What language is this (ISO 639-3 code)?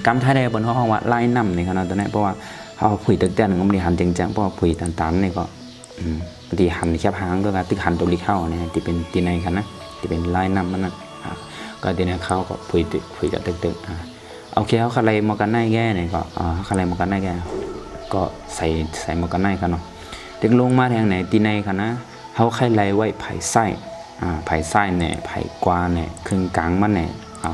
shn